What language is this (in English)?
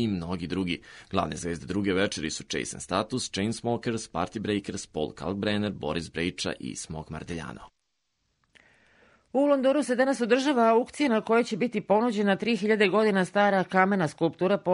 Serbian